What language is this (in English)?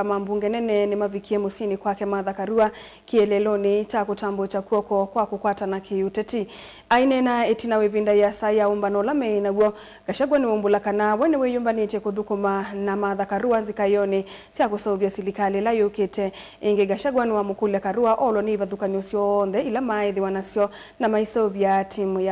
Kamba